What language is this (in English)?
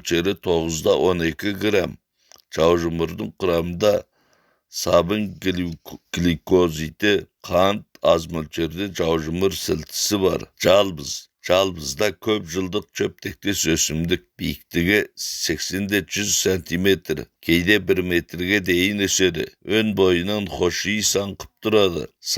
Kazakh